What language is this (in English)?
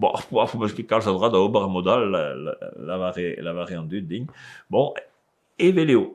Breton